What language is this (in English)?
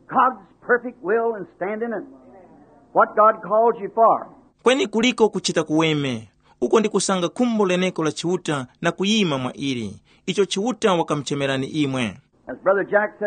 Tumbuka